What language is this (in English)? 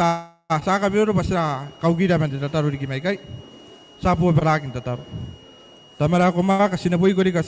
Gilbertese